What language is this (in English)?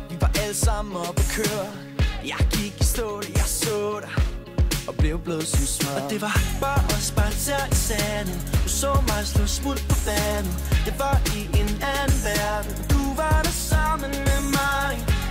Danish